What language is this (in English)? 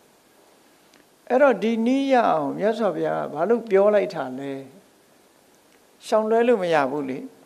Burmese